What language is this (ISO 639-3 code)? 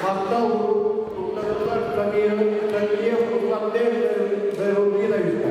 sah